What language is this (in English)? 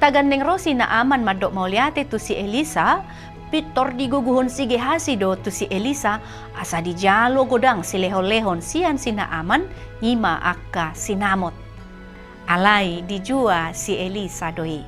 Batak Toba